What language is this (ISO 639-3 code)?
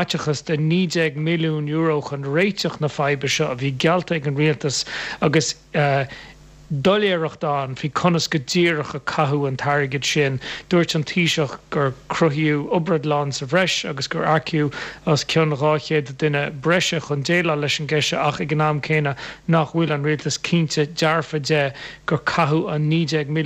gle